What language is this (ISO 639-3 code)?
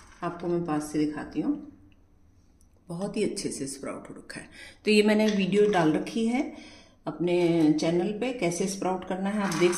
hin